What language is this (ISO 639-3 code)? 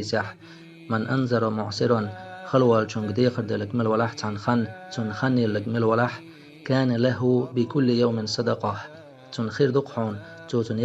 che